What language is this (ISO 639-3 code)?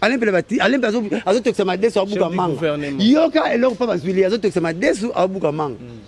lin